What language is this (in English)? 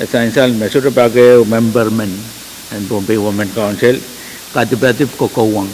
Pohnpeian